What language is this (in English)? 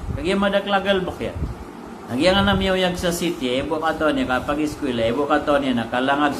Maranao